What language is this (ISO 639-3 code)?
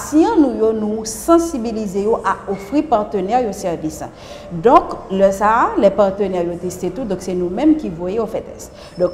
hat